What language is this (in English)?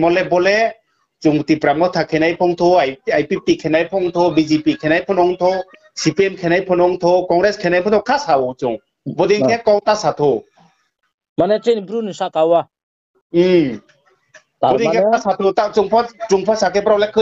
Riang (India)